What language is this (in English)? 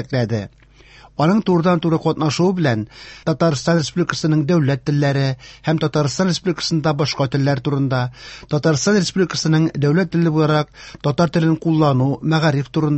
Tatar